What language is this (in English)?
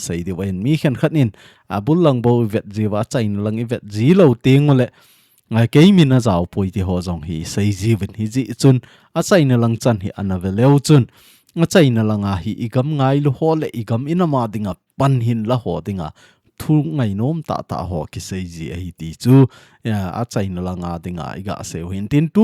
Thado Chin